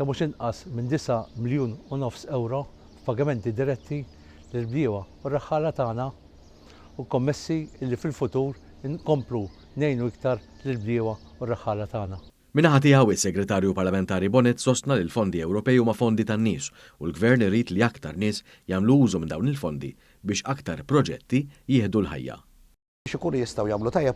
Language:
Maltese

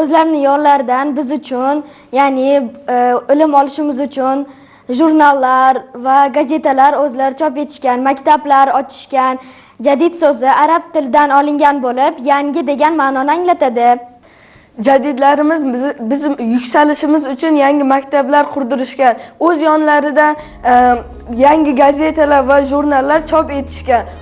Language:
Uzbek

